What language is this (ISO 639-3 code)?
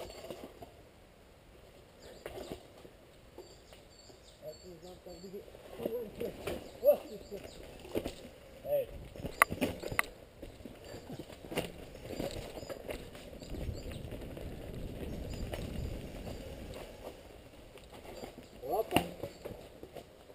bul